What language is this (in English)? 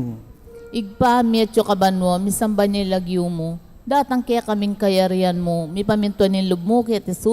Pampanga